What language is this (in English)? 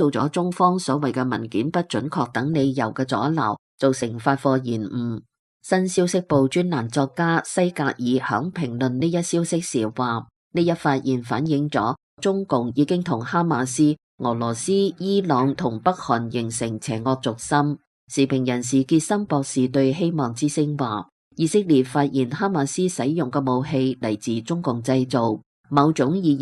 Cantonese